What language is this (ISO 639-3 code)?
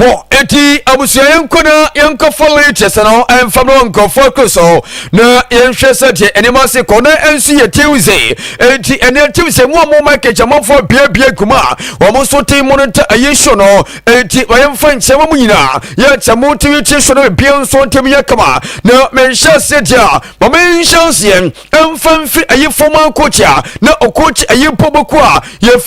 aka